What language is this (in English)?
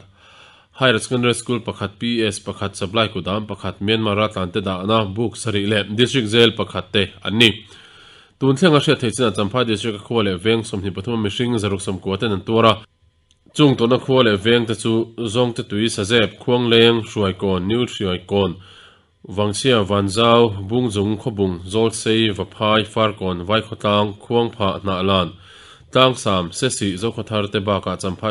Mizo